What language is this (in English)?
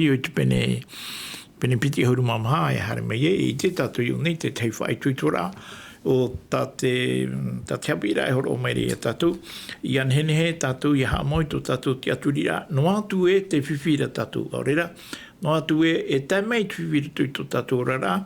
Tahitian